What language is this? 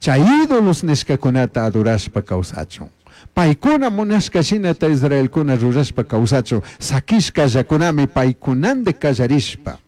Chimborazo Highland Quichua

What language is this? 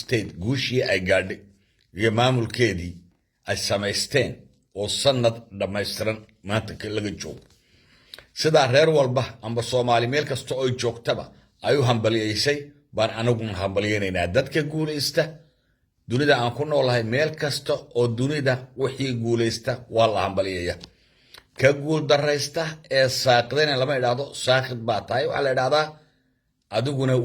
Somali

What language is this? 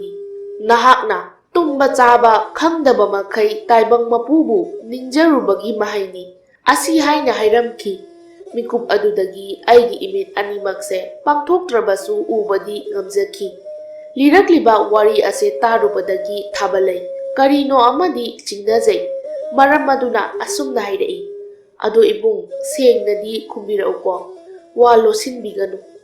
Manipuri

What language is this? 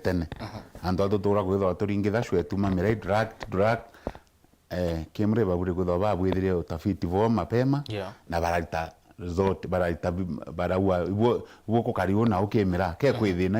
Meru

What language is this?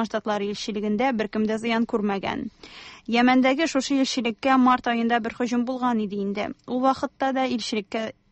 Tatar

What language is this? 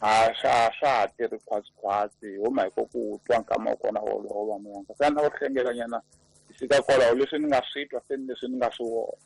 Tsonga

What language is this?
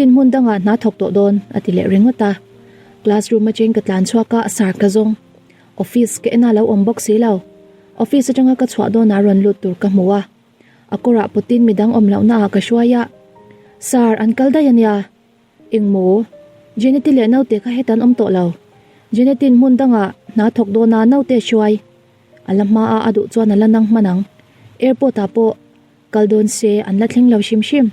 Mizo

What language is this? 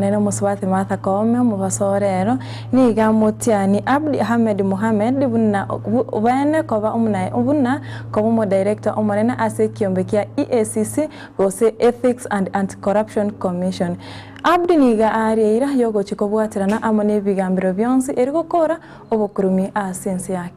Gusii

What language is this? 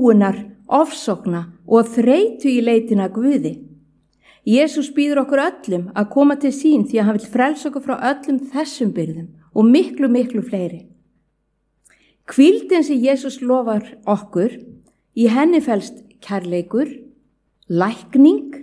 Icelandic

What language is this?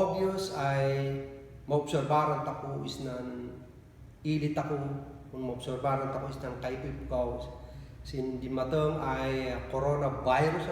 Kankanaey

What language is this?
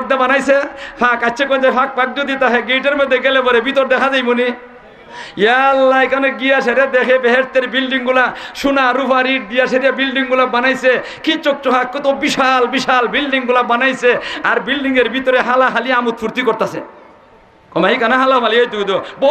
Sylheti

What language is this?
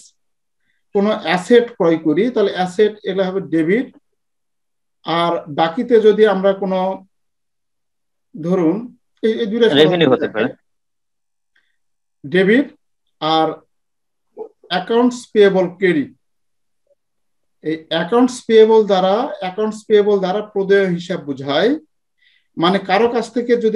Bangla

